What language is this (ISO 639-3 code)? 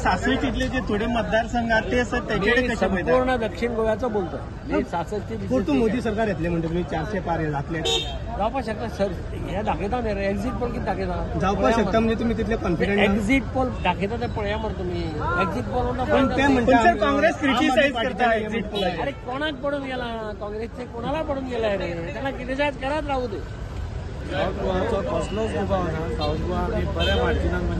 kok